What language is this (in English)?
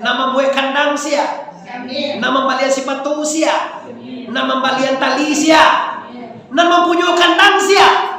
Minangkabau